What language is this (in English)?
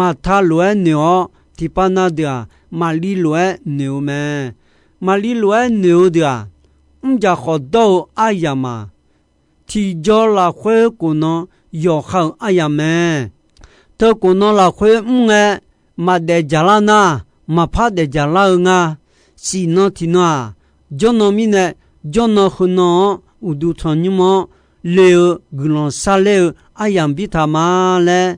Akha